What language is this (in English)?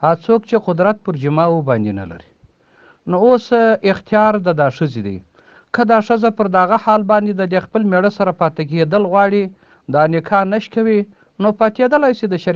Pashto